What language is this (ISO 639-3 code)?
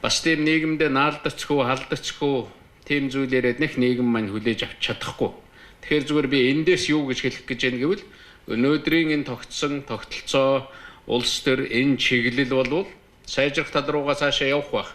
mon